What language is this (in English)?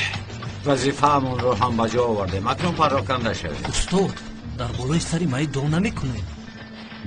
Tajik